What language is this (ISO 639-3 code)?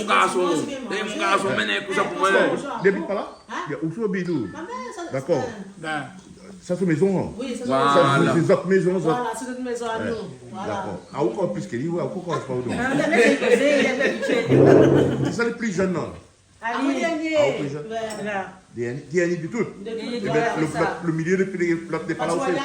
rcf